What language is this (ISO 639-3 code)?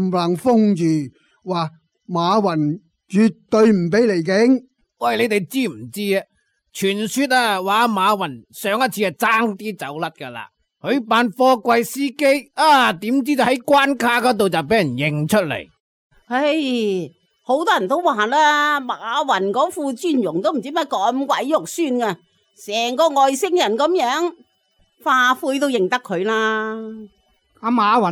yue